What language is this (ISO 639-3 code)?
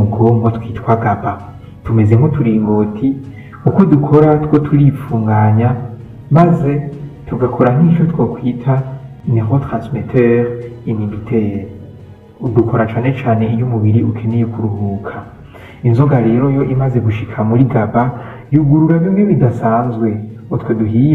run